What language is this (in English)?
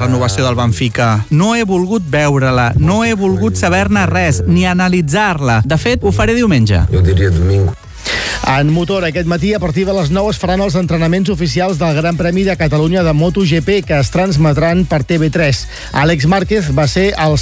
Catalan